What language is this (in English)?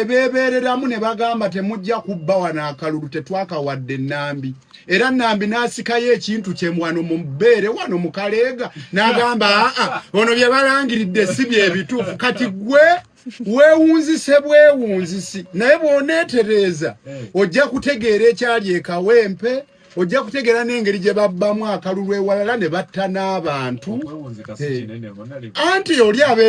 Ganda